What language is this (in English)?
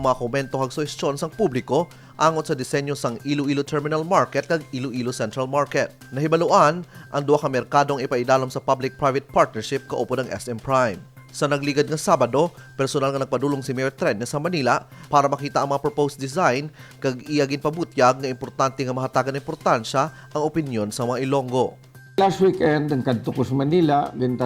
Hiligaynon